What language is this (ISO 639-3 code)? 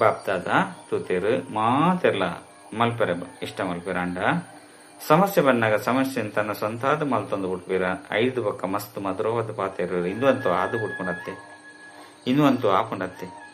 tcy